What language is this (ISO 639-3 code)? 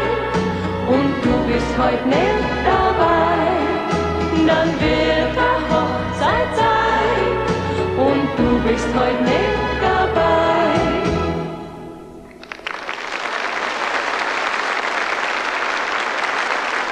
deu